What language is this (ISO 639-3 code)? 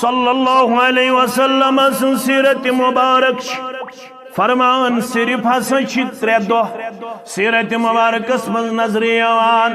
kas